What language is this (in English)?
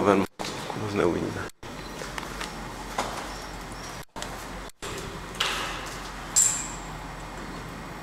Czech